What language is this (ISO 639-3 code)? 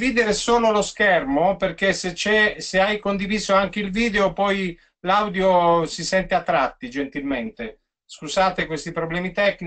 ita